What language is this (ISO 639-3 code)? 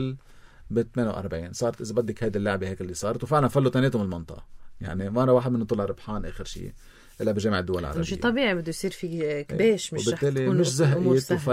apc